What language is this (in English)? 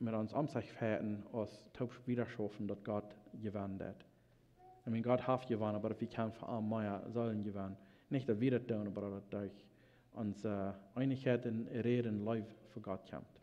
Plautdietsch